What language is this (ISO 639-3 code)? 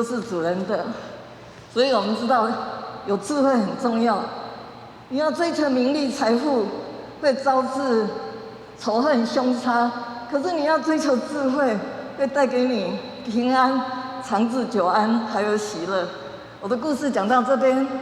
nan